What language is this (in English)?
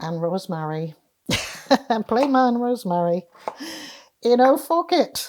Cornish